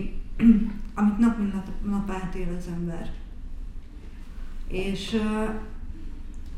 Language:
Hungarian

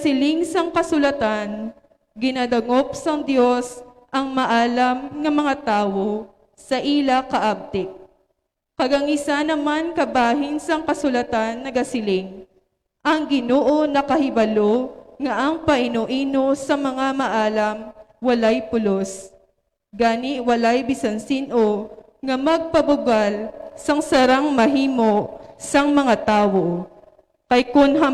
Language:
Hiligaynon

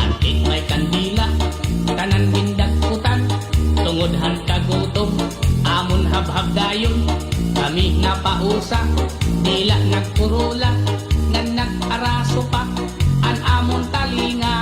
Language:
Waray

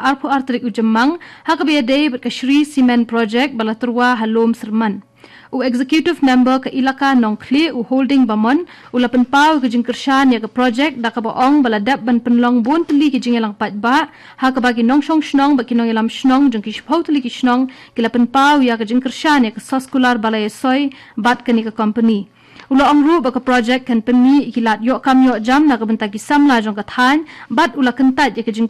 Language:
Khasi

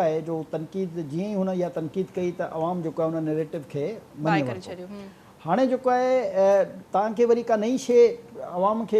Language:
Sindhi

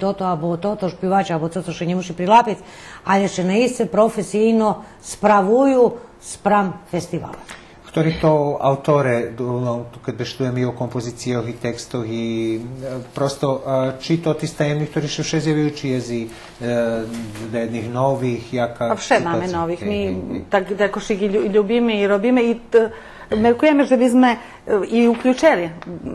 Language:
Rusyn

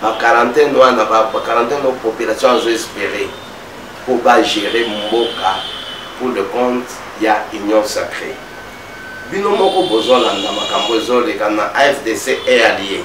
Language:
Lingala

